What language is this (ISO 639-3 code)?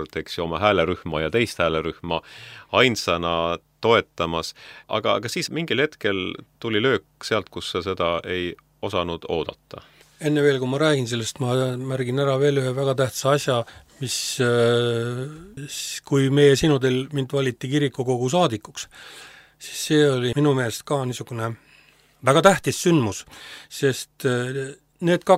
est